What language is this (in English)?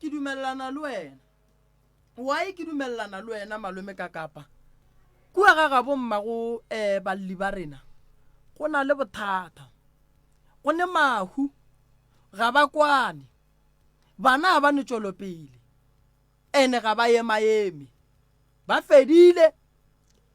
Northern Sotho